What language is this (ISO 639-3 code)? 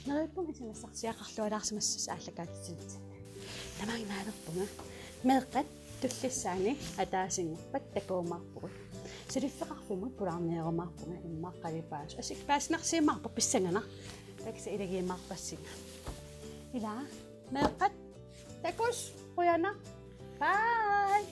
kal